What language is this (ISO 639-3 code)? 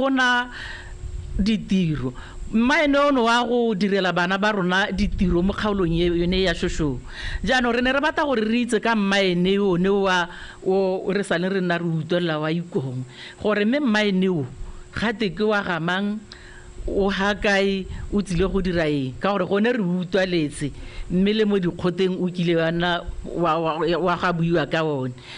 tsn